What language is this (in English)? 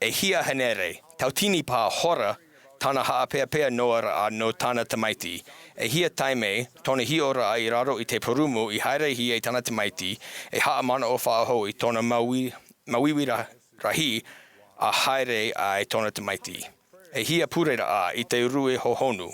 Tahitian